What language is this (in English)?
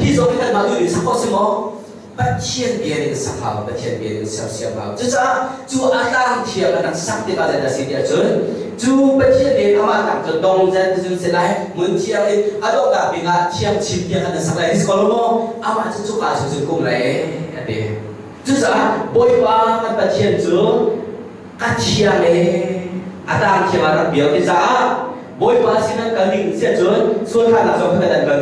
Hakha Chin